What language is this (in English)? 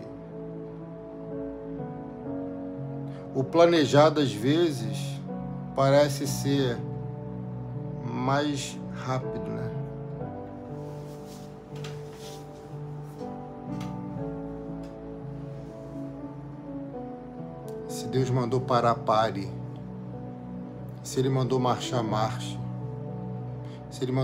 Portuguese